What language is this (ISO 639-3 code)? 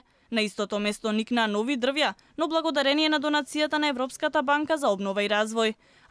mkd